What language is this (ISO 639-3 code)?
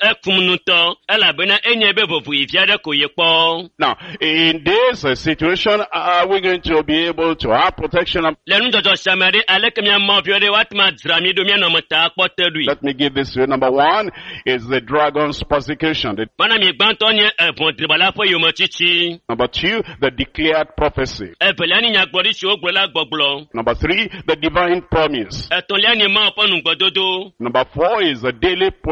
ewe